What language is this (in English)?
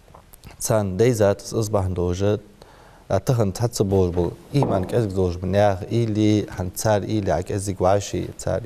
Ingush